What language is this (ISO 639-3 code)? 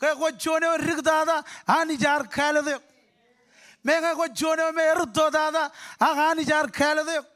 mah